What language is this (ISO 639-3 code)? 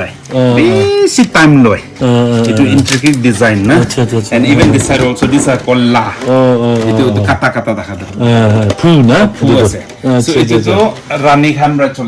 nag